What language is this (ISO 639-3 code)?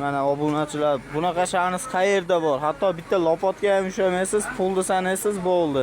uzb